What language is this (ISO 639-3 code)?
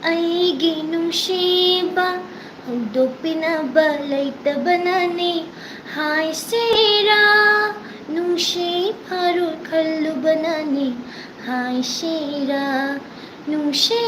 mni